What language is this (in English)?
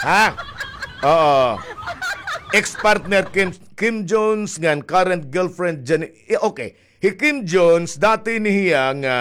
Waray